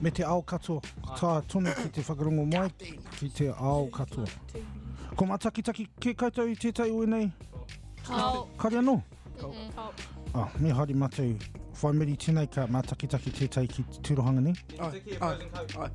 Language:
Māori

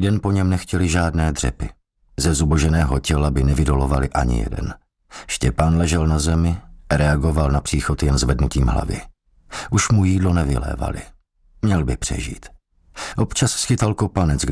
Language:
Czech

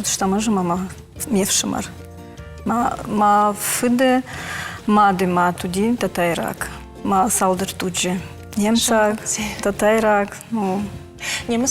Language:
Ossetic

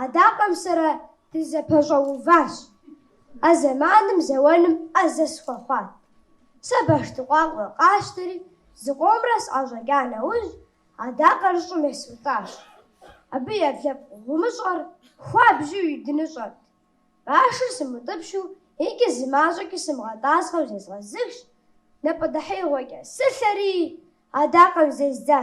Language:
Kabardian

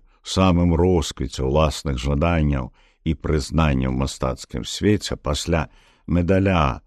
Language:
Belarusian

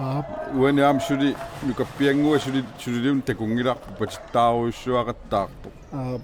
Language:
Kalaallisut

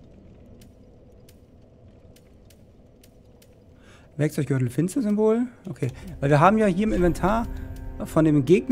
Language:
German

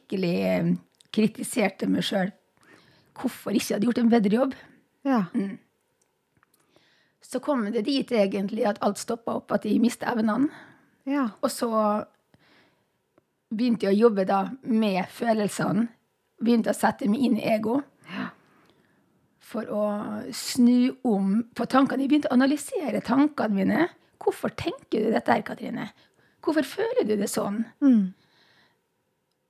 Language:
Norwegian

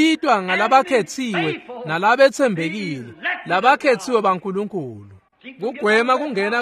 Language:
Swati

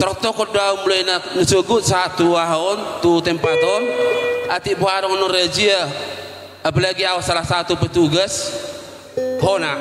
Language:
Batak Toba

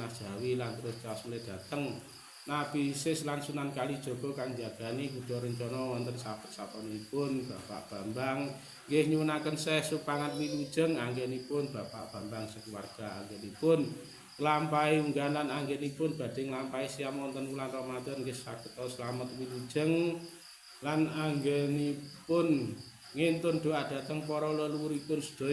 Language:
Javanese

